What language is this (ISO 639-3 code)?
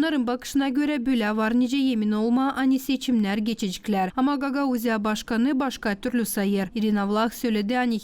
gag